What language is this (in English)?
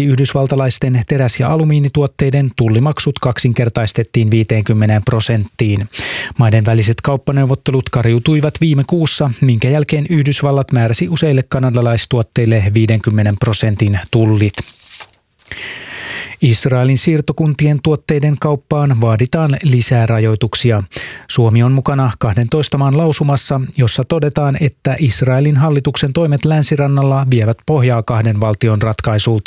Finnish